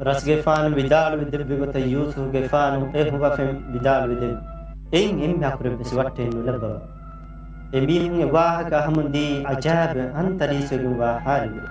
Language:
Divehi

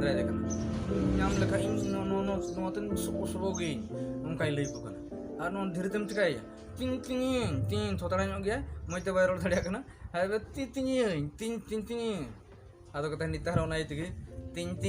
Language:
Santali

